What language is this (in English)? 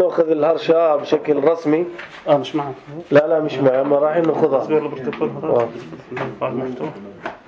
North Levantine Arabic